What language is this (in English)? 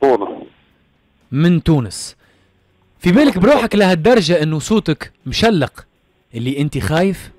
Tunisian Arabic